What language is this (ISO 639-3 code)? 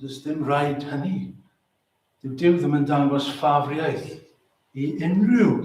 cym